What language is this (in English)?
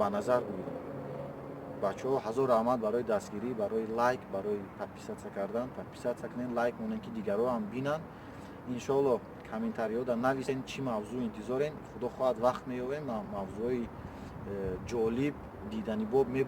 Tajik